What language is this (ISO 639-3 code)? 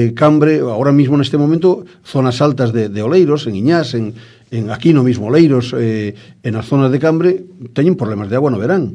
glg